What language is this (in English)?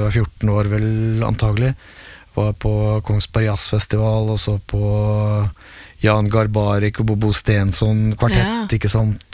Norwegian